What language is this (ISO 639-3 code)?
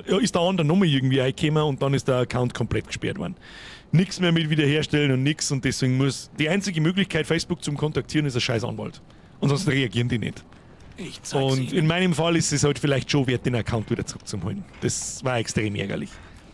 bar